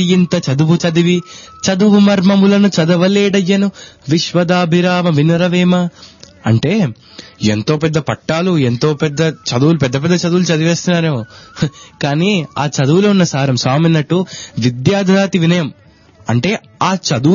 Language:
Telugu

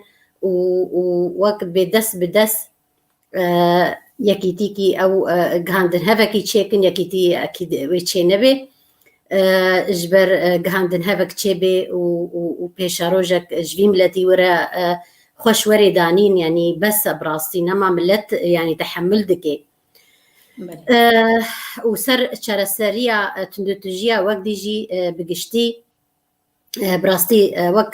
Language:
Kurdish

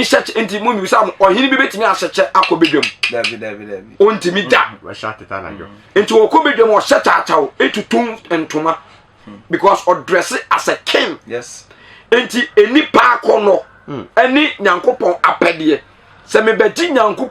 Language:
Akan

